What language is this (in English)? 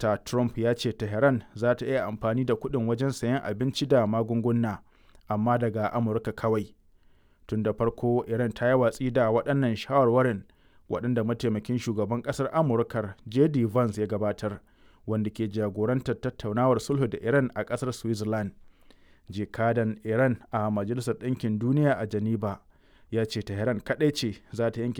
Hausa